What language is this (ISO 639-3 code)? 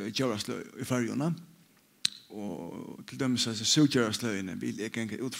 fao